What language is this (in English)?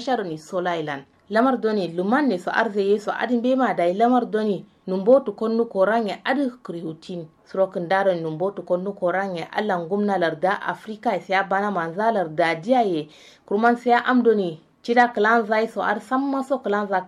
Kanuri